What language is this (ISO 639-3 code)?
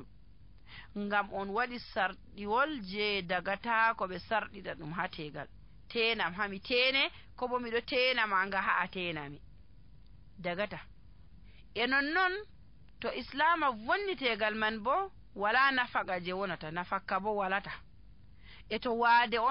fuv